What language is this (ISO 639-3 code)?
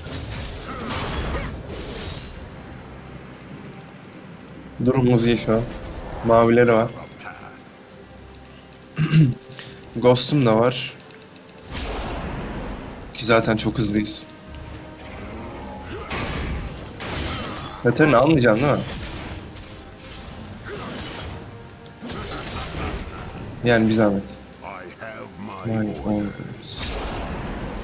tur